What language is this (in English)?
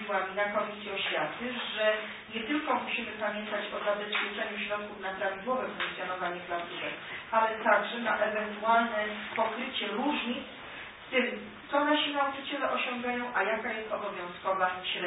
Polish